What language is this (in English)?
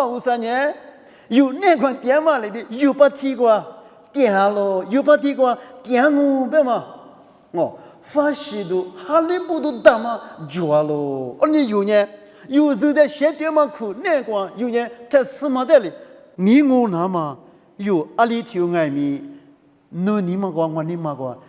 Lisu